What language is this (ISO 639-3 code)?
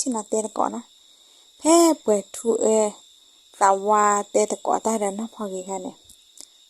ksw